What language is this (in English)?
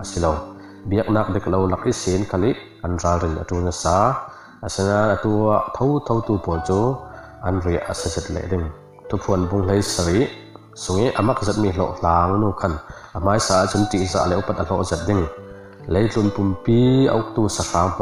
Falam Chin